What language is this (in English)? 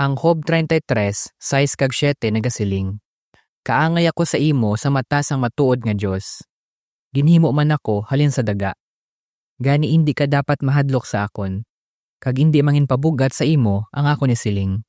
Hiligaynon